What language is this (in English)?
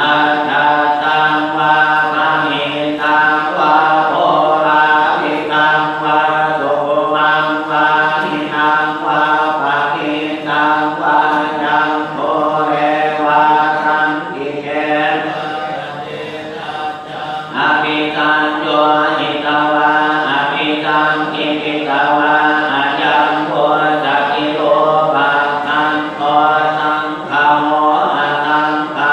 Pali